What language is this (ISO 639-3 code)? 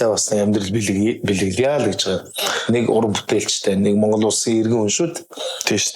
mon